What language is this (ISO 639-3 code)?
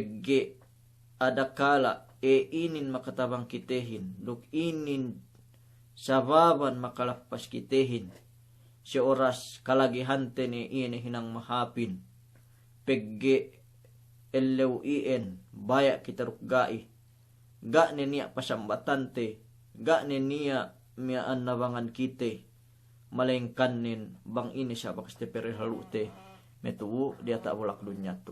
yka